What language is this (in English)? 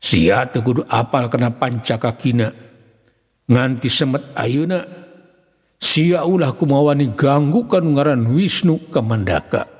Sundanese